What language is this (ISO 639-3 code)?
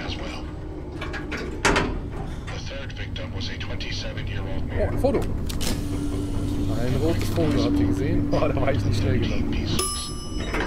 deu